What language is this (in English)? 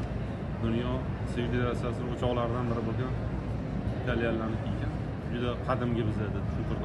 Uzbek